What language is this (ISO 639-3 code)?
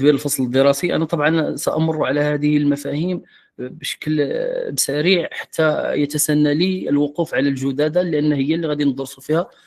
ary